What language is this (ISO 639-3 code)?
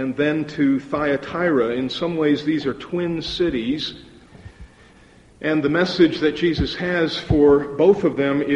eng